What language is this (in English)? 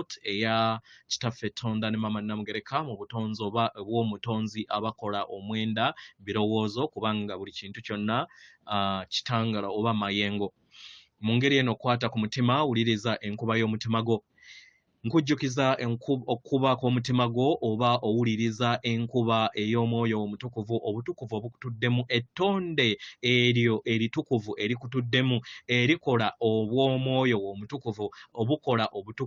Ganda